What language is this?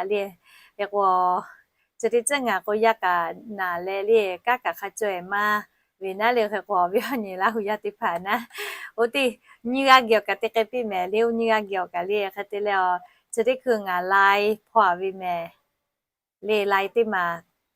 Lahu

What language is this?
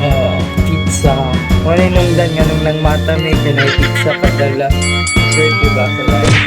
Cebuano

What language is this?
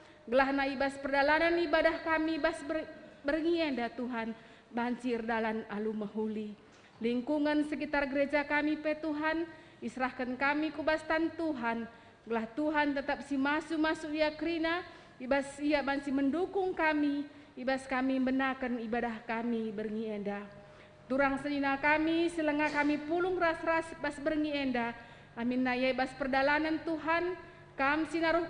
Batak Karo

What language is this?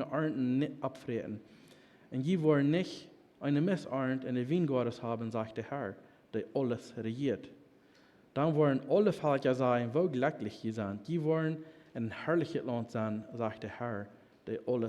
Plautdietsch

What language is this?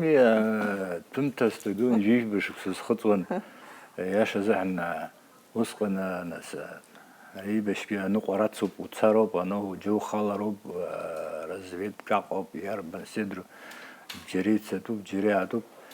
Abkhazian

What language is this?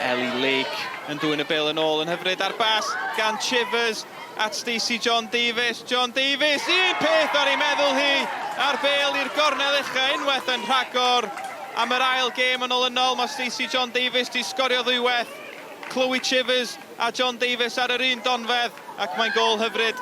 Welsh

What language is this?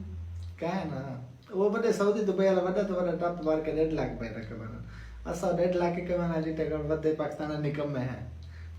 Saraiki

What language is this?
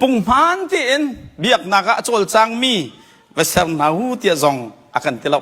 Hakha Chin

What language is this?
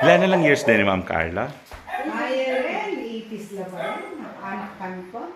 Pampanga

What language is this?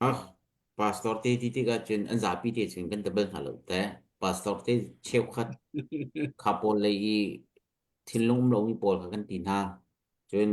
Hakha Chin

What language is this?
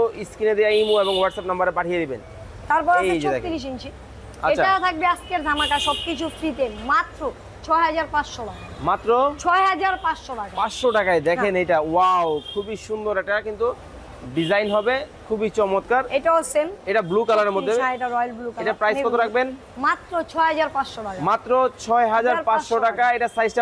Bangla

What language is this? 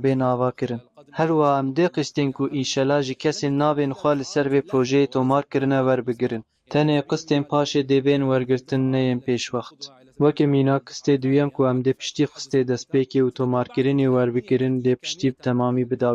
Kurdish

